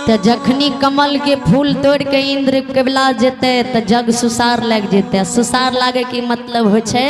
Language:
Maithili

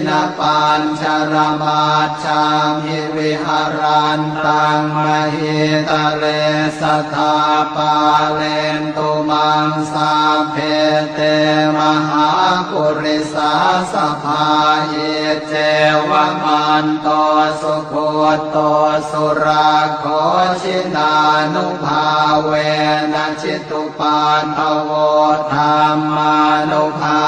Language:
Pali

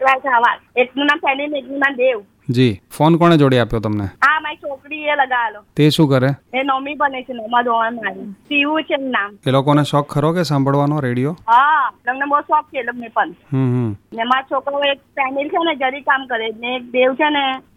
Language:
Gujarati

